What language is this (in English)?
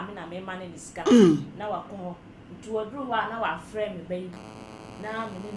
Akan